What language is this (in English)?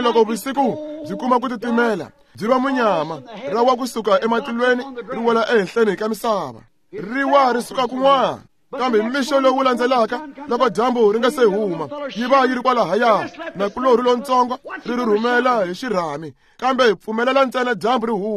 Tsonga